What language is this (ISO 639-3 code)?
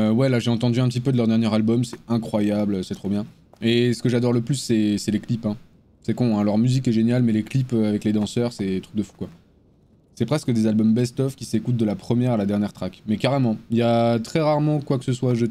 fra